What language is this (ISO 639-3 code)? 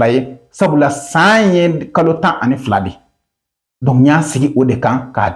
bam